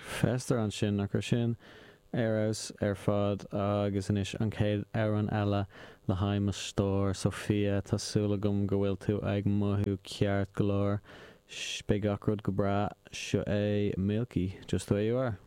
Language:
Irish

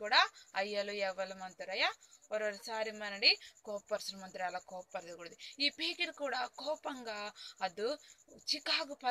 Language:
Koya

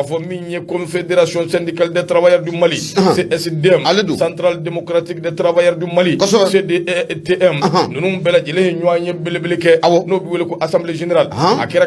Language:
Bambara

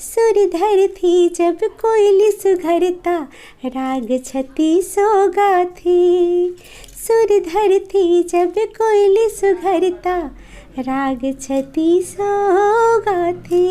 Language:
Chhattisgarhi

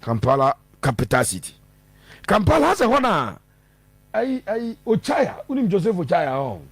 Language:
Akan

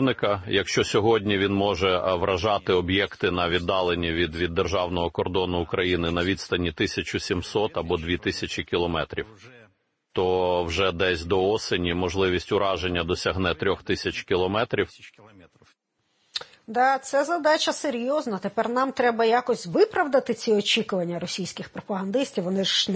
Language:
Ukrainian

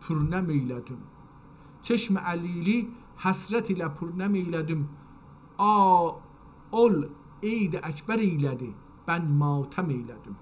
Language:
South Azerbaijani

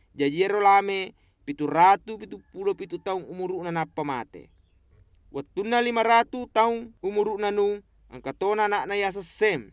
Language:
Buginese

